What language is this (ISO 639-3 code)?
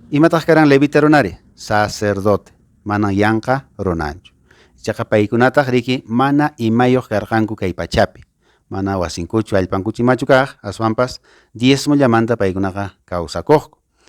que